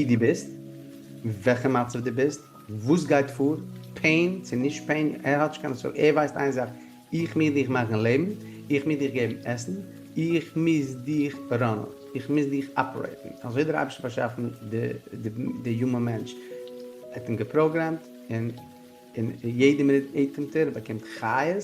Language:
Yiddish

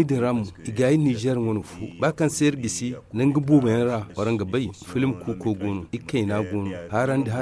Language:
Zarma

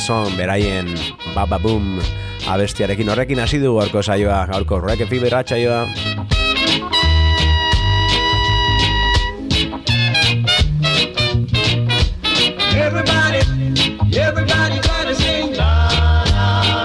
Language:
Basque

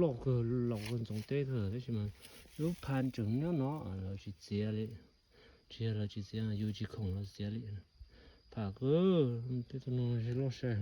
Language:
Hmong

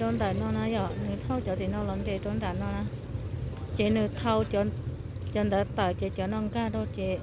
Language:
Hmong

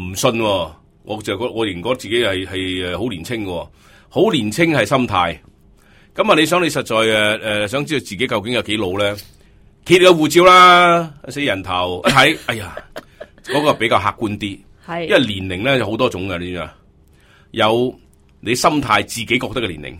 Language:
Cantonese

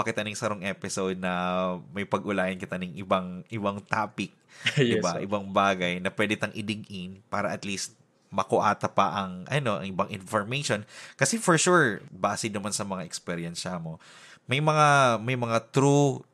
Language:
Bikol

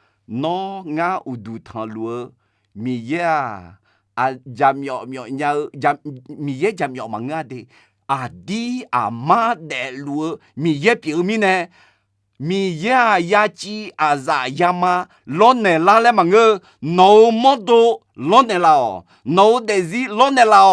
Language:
Akha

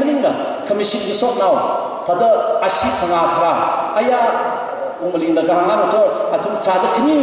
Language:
Tangkhul Naga (India)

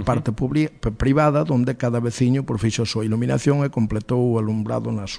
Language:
Galician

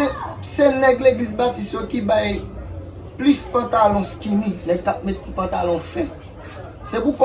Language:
Haitian Creole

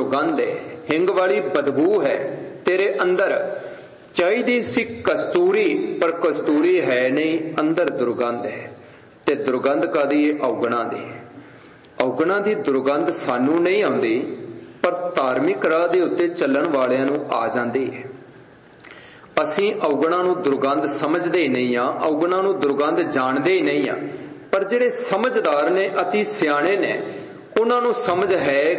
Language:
Punjabi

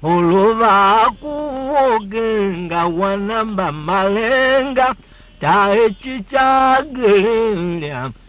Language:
Tiv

